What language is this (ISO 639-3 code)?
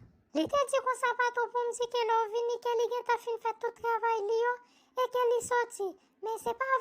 hat